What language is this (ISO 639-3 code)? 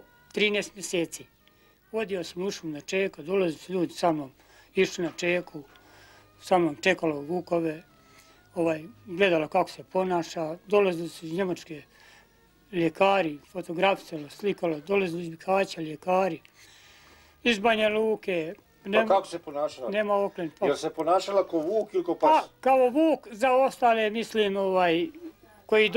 bos